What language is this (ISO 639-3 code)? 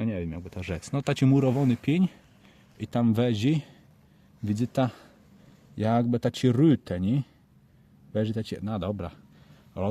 csb